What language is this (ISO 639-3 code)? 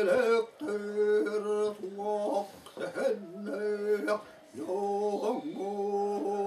sah